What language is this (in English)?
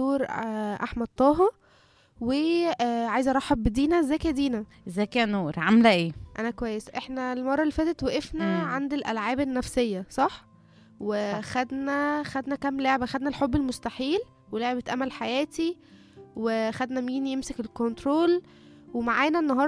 Egyptian Arabic